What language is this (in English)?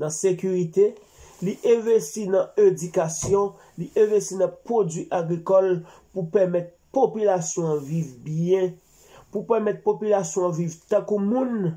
Haitian Creole